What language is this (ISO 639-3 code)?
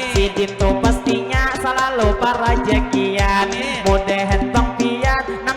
bjn